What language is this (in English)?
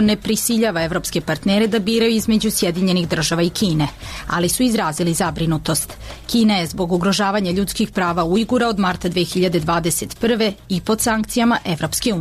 Serbian